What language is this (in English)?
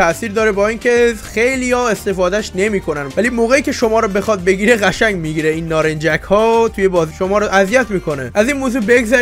Persian